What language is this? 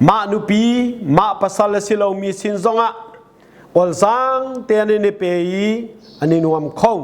Hakha Chin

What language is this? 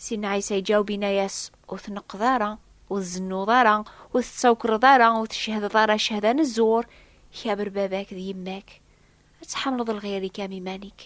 Kabyle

